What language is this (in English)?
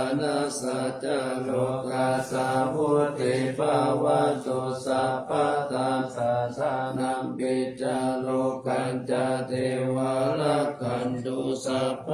Pali